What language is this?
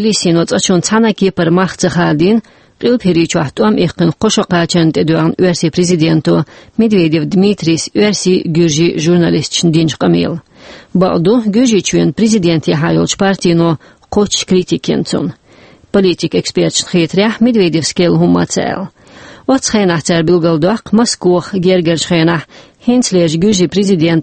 Chechen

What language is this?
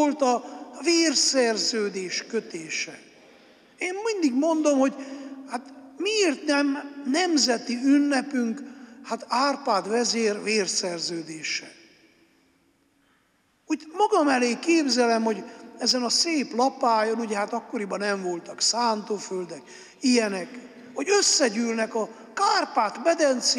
Hungarian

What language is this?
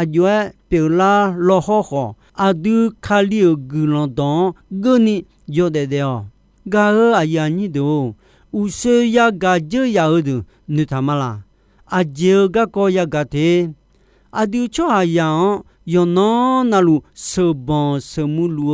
Akha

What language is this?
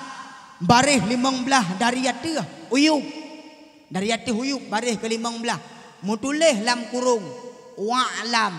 Achinese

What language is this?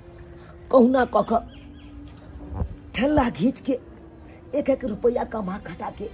Maithili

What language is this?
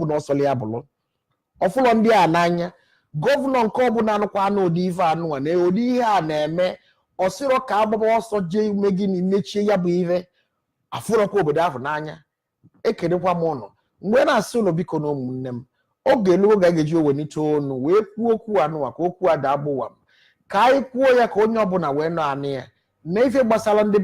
Igbo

